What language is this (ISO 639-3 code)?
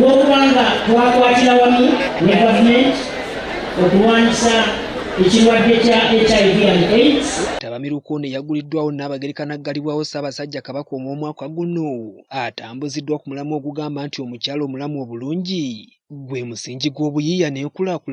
lug